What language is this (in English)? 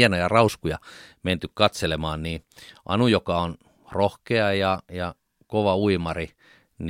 Finnish